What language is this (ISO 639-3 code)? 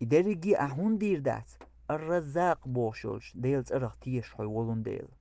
che